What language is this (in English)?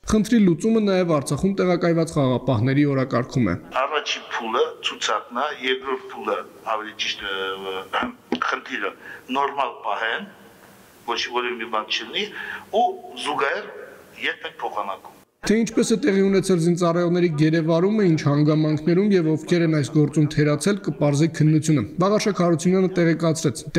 Armenian